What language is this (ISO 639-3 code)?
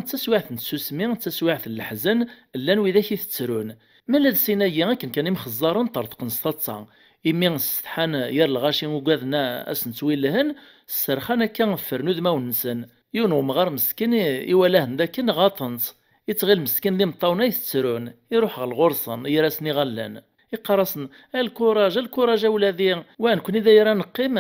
kab